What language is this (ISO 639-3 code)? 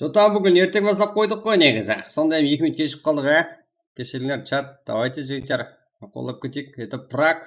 kaa